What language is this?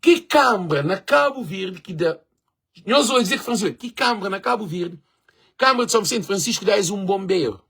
Kabuverdianu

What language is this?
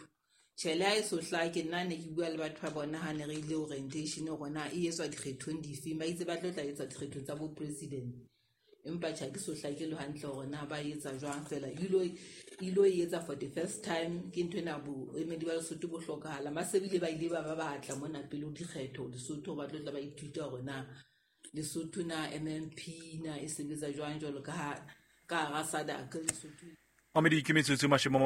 Southern Sotho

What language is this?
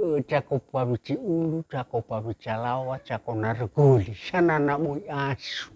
Nias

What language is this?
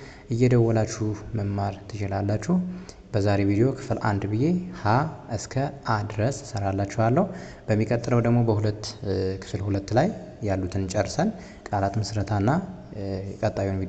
Amharic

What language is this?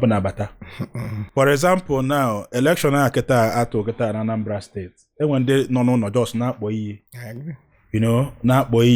Igbo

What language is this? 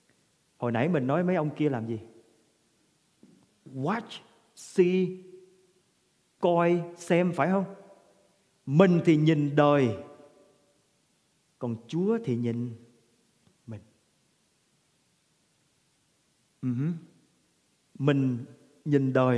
Vietnamese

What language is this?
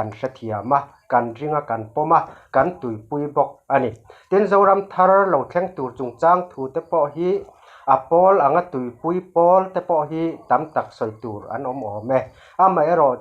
Mizo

